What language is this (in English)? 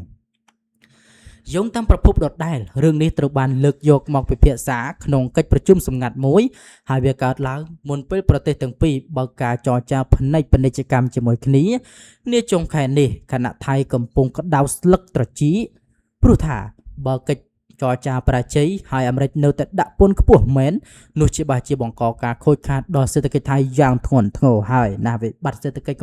Khmer